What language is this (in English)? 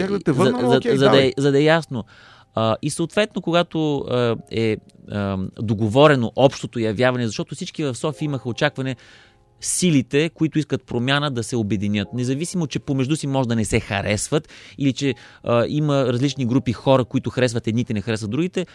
Bulgarian